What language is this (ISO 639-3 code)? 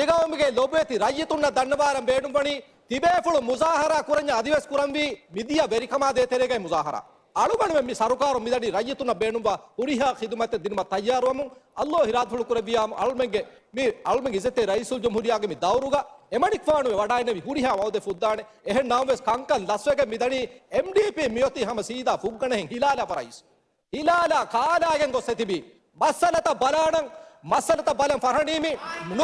div